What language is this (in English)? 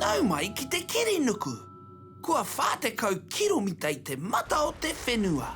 Māori